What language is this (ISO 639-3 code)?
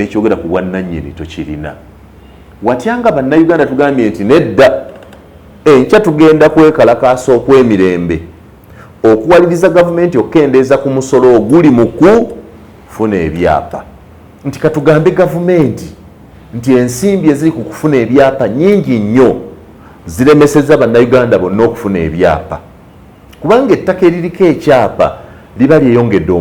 lug